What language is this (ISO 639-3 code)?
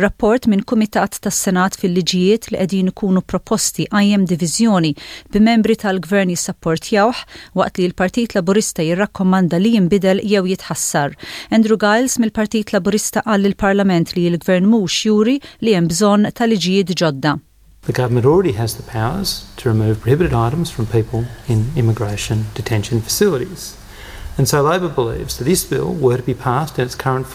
mlt